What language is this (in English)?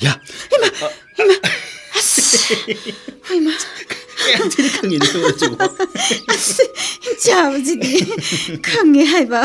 Manipuri